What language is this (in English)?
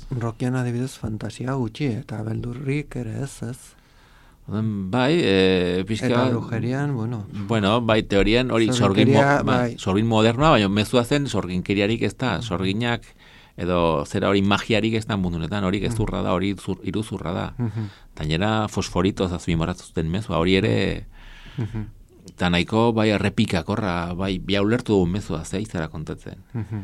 Basque